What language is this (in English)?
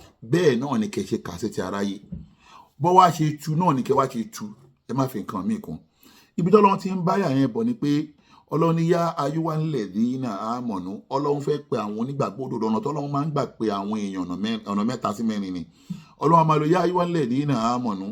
Yoruba